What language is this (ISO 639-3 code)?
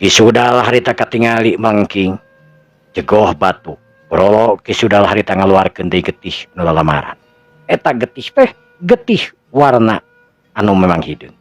sun